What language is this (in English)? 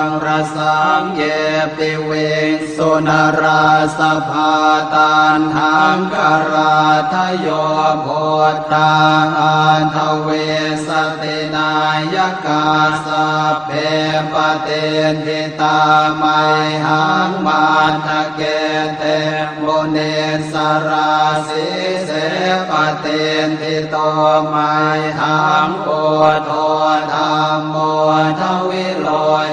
Pali